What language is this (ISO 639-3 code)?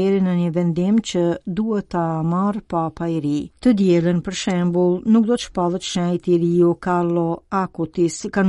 sqi